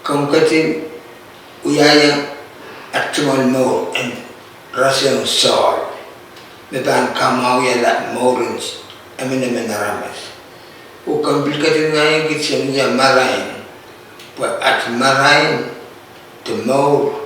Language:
Pohnpeian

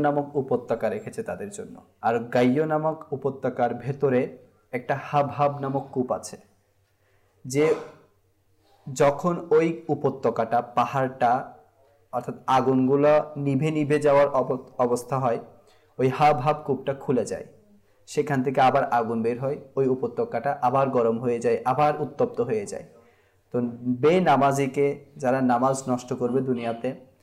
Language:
Bangla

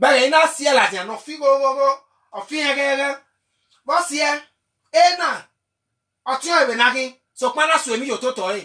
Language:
Bini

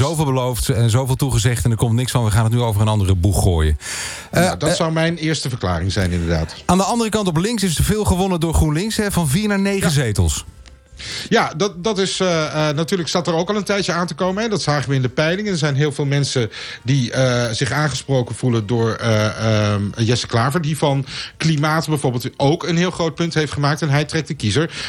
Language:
Dutch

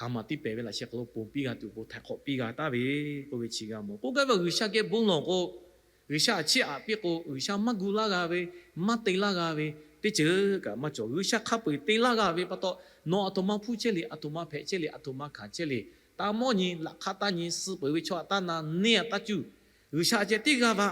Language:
Lahu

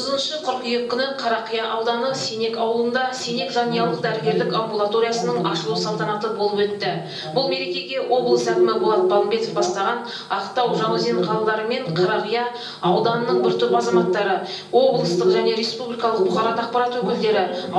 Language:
Kazakh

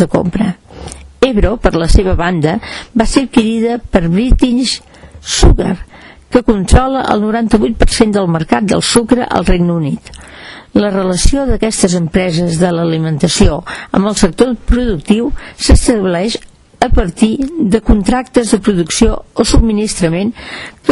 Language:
Catalan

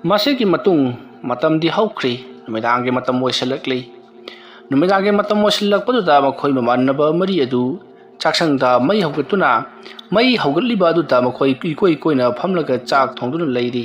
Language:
Manipuri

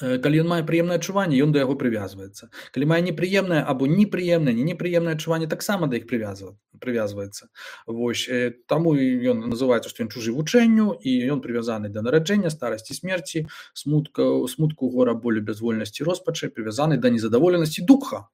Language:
Belarusian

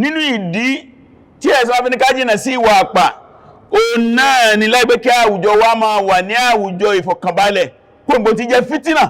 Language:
Yoruba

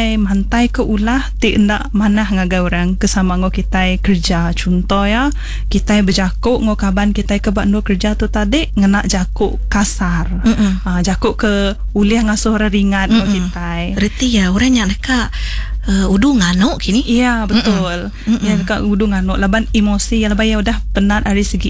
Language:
Iban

